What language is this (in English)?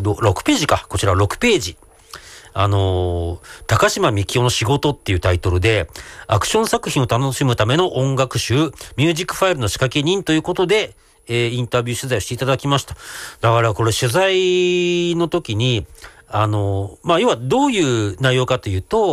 Japanese